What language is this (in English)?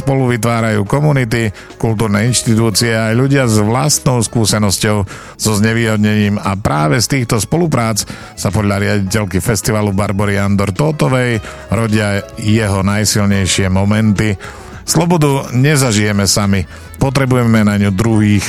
Slovak